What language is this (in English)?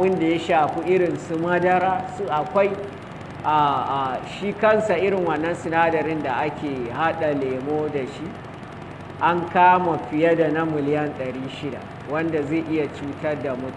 Hausa